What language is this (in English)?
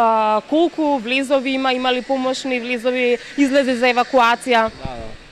Macedonian